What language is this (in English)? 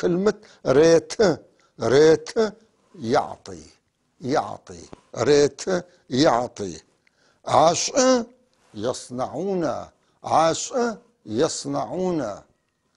North Levantine Arabic